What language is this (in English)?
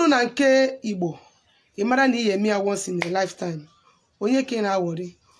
Igbo